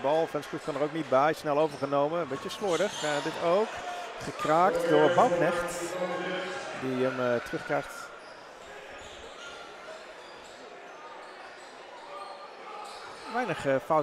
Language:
Dutch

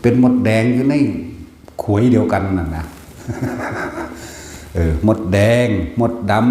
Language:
Lao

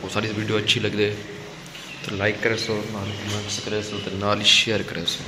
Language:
Saraiki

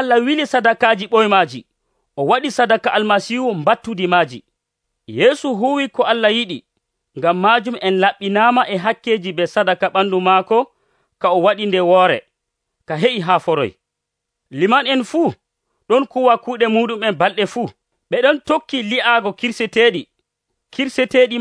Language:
Nigerian Fulfulde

